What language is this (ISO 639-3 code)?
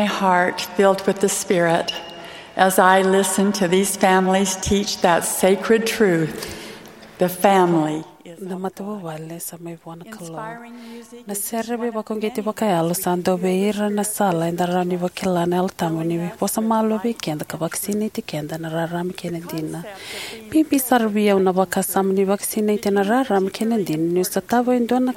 fij